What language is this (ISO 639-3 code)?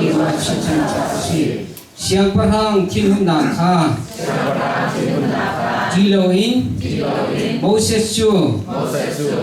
cnh